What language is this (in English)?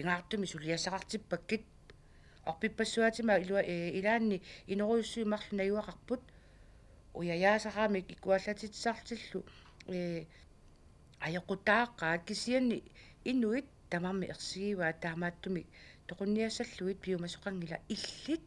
Kalaallisut